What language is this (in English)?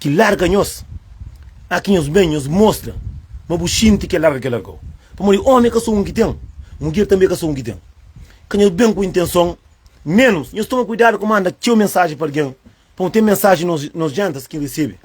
Kabuverdianu